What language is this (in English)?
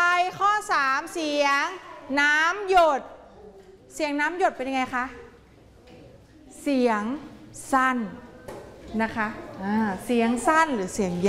Thai